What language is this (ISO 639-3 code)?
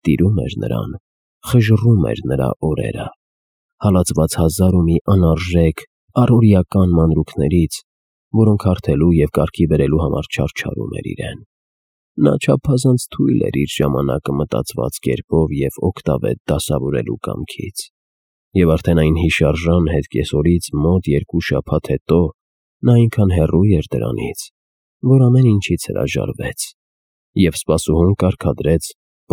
hye